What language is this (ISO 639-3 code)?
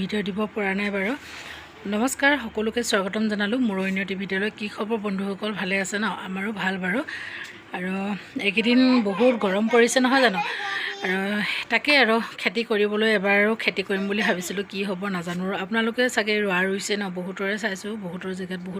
asm